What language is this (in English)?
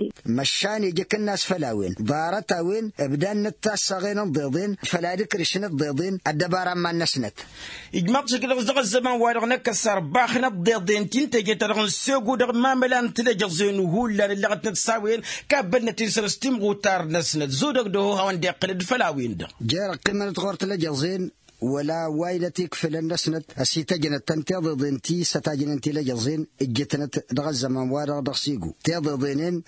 Tamasheq